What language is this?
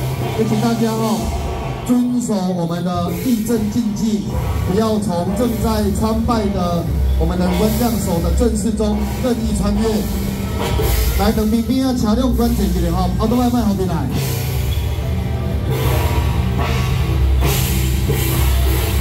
Chinese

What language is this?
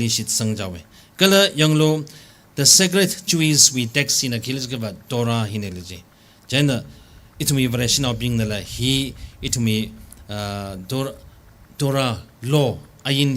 Tangkhul Naga (India)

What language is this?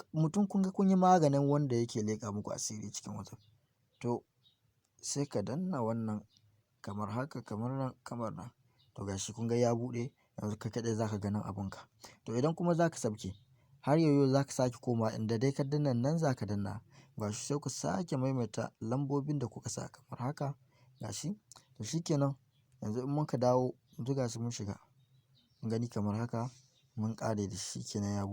Hausa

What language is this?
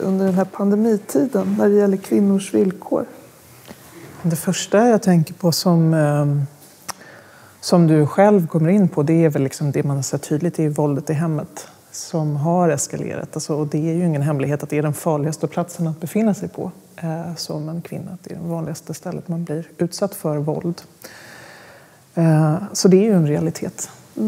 Swedish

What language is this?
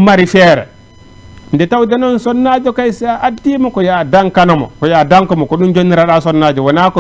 Fula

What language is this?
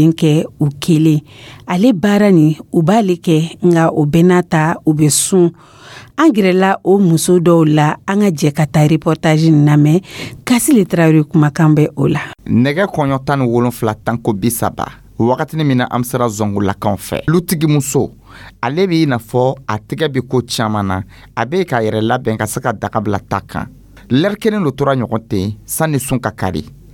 Dyula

